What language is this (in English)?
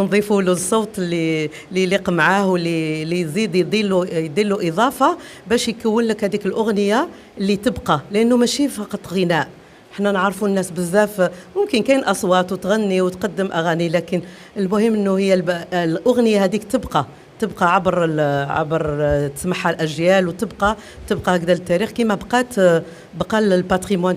Algerian Arabic